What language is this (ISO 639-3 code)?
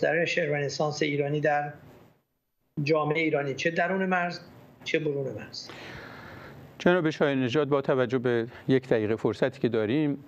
fas